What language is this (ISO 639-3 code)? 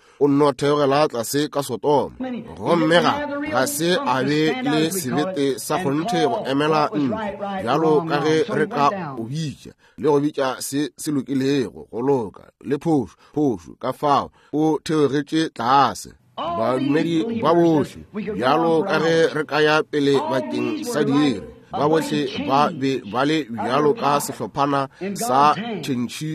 nso